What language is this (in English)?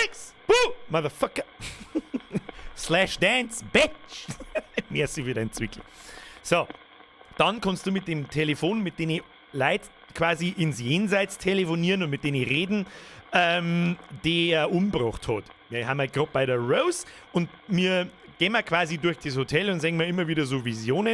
Bavarian